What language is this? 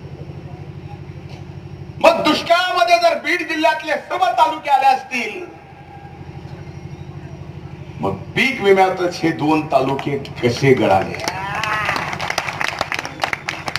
Marathi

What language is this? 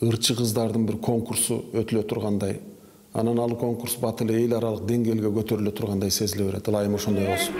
Kyrgyz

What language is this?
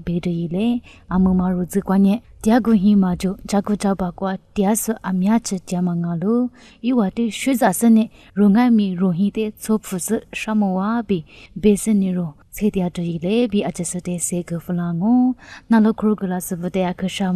Lisu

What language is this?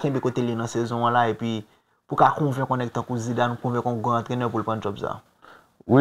Haitian Creole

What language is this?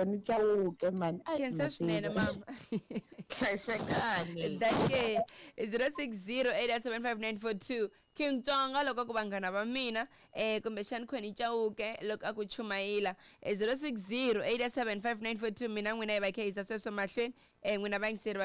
Tsonga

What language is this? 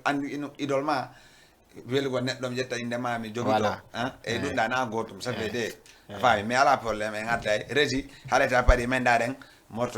Fula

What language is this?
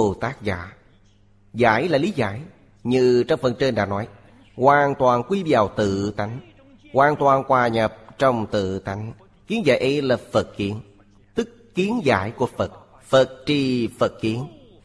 Vietnamese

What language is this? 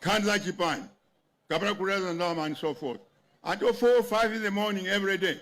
Nyanja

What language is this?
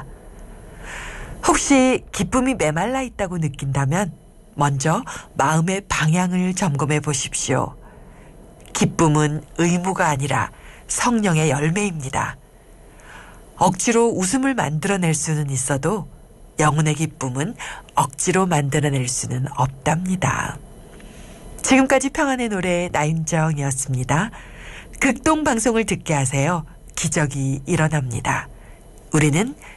Korean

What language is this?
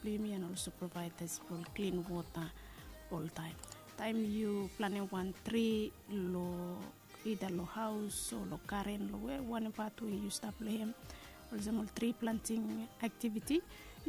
Bislama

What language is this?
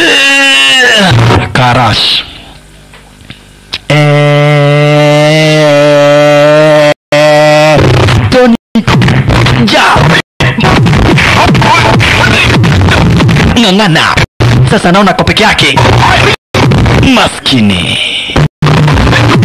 Swahili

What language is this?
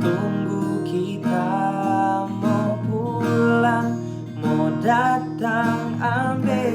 Manado Malay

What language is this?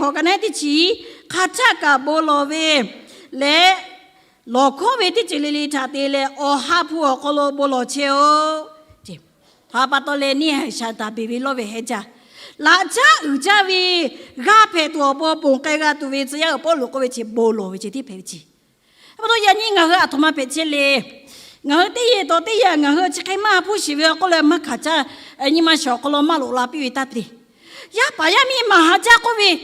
Lahu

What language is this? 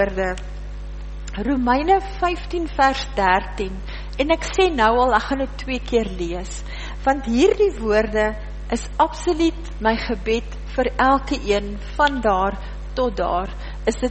Afrikaans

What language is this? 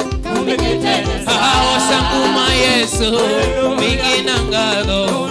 Kamba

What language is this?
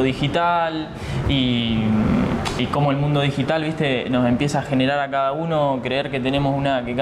Spanish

